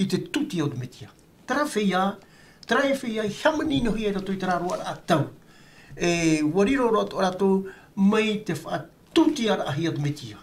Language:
Tahitian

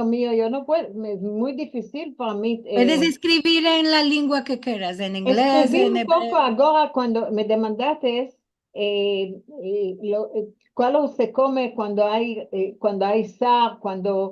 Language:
Ladino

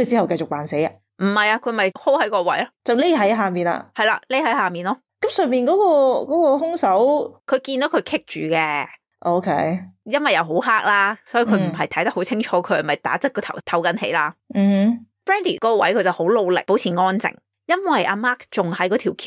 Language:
Cantonese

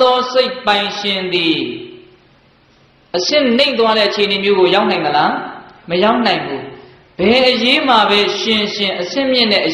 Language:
Burmese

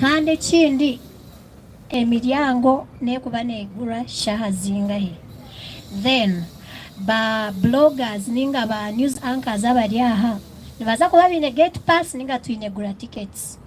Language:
Nyankole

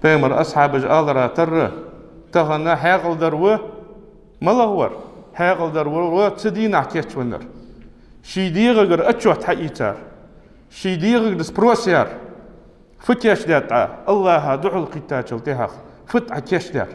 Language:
Ingush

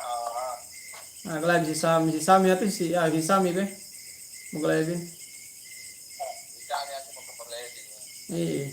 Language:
Yakan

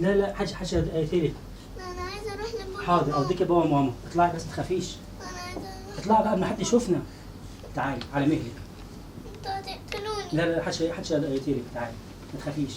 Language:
Egyptian Arabic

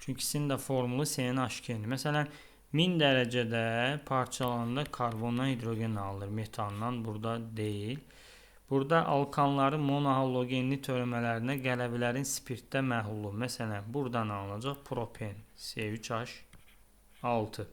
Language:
Azerbaijani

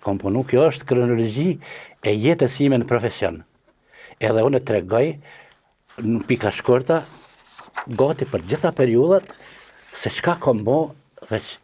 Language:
Albanian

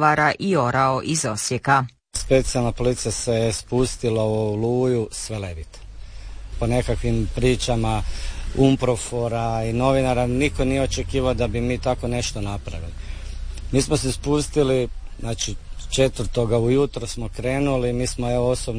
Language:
Croatian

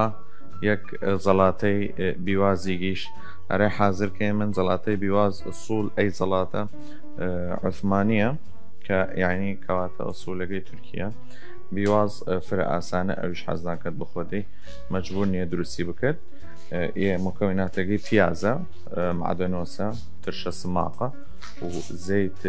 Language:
Southern Kurdish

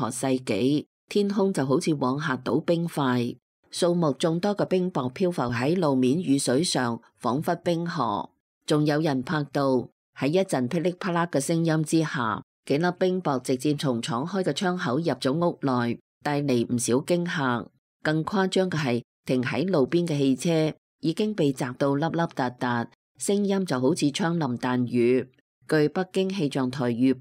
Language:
Cantonese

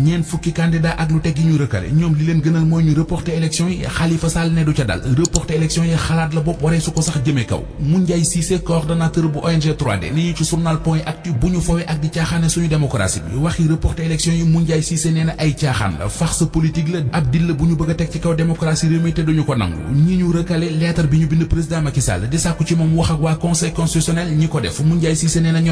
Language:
Wolof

